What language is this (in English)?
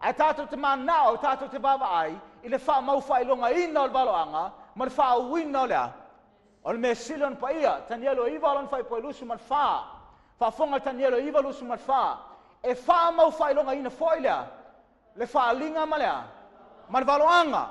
Samoan